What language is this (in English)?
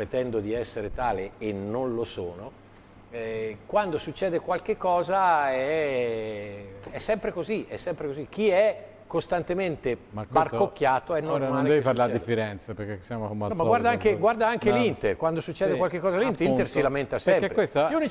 Italian